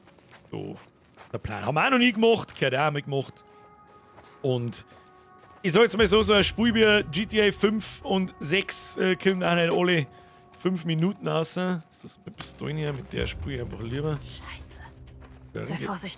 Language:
Bavarian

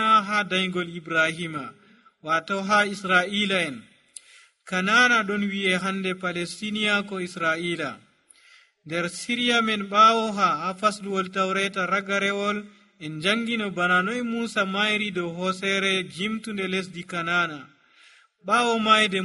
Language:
Nigerian Fulfulde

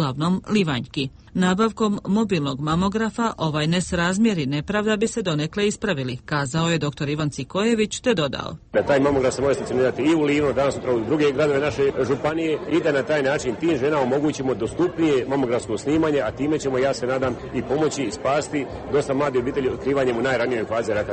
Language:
Croatian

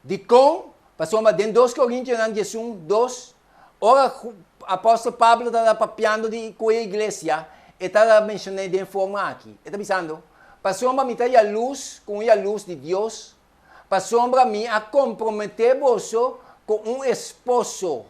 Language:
Papiamento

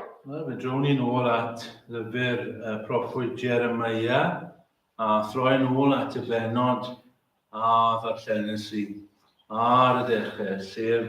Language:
Welsh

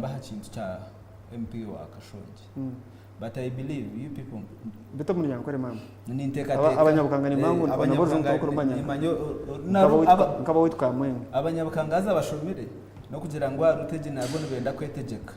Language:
Nyankole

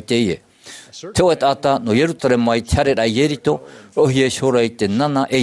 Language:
Tahitian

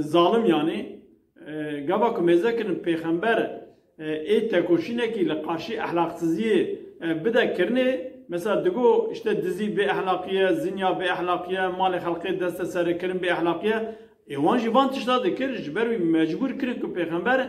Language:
Kurdish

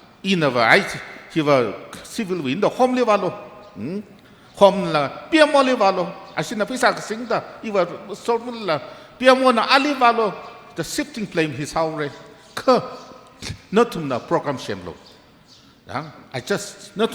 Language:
Tangkhul Naga (India)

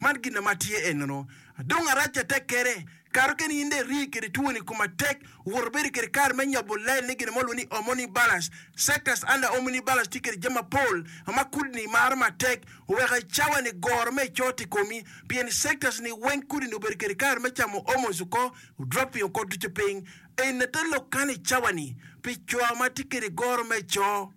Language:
Acoli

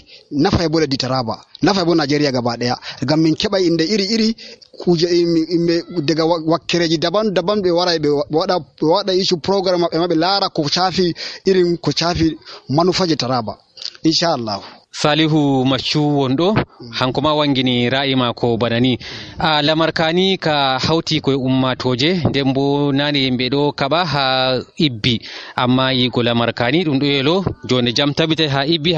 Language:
Nigerian Fulfulde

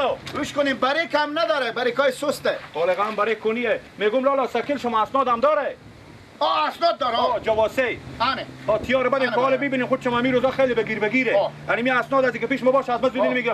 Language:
Persian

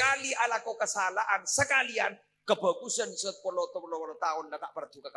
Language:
Madurese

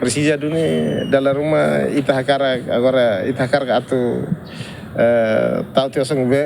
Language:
Tetum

